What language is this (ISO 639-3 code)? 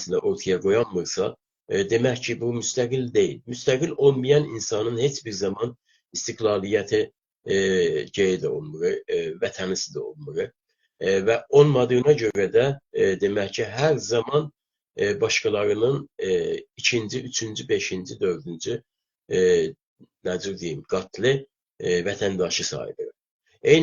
azb